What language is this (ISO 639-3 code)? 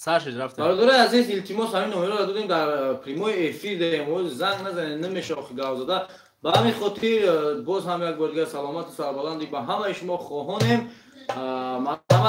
tgk